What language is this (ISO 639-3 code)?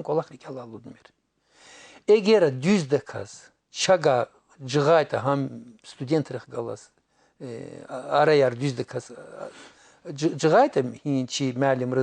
lez